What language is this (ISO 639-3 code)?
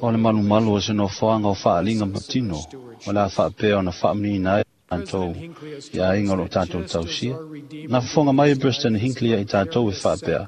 smo